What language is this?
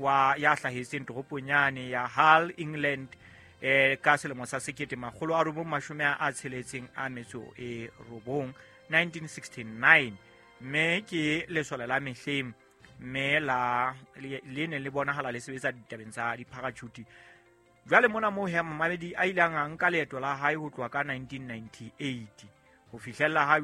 Southern Sotho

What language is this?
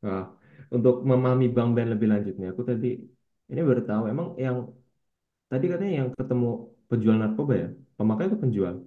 Indonesian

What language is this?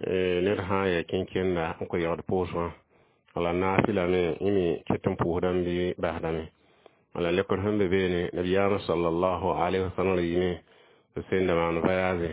Mossi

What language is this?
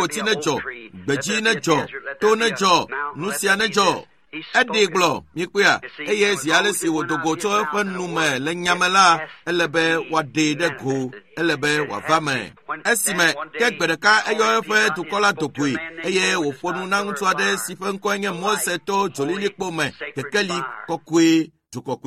Ewe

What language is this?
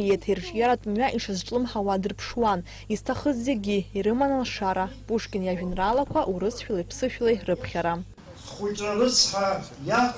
Abkhazian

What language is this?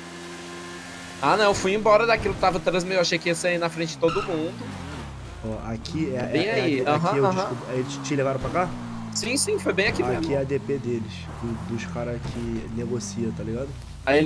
Portuguese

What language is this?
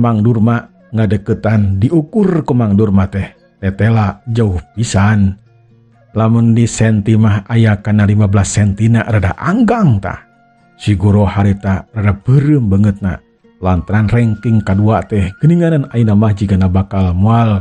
Sundanese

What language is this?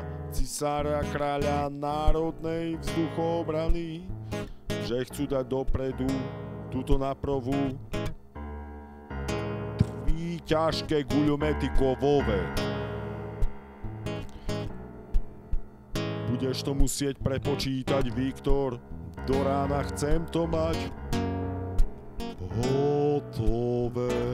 Slovak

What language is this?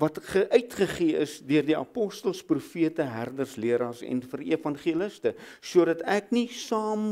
Afrikaans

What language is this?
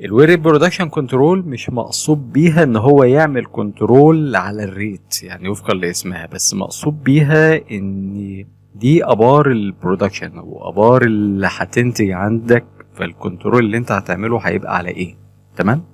Egyptian Arabic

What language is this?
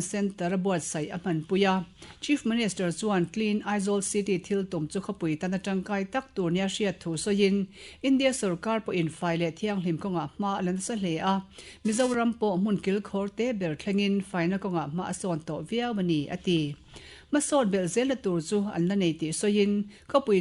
Mizo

